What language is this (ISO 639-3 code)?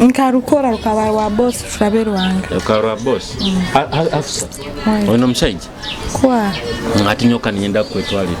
nyo